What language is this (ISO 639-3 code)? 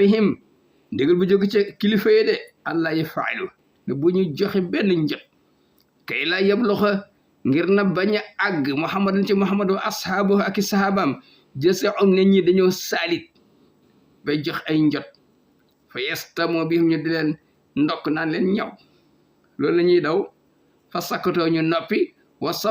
wol